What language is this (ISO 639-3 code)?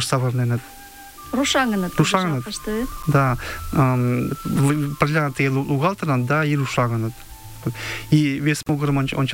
chm